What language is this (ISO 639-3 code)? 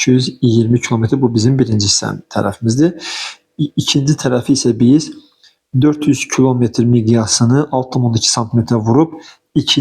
aze